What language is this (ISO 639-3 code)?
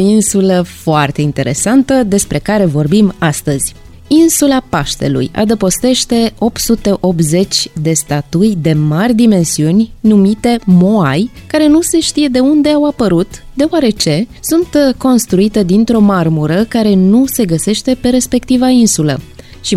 ron